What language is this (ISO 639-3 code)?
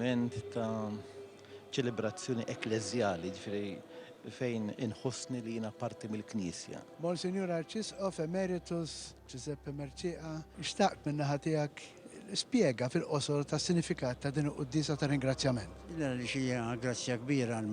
mlt